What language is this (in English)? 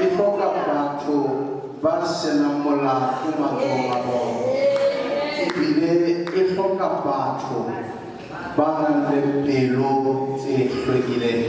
Southern Sotho